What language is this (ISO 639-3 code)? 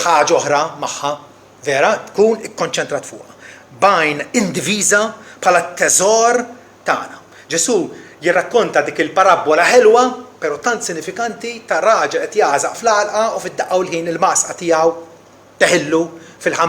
mlt